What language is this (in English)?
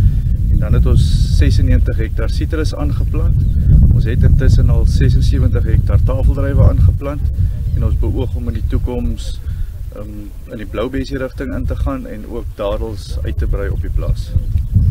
Afrikaans